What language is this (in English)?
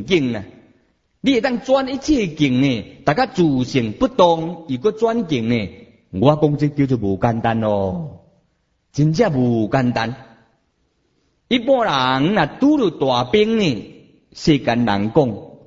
Min Nan Chinese